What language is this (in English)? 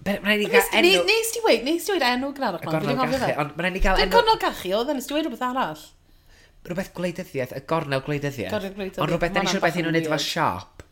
Welsh